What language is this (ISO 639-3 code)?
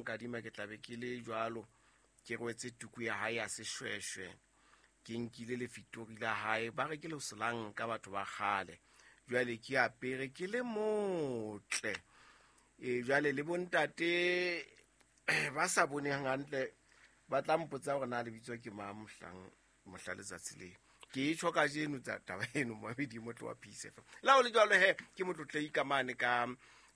sot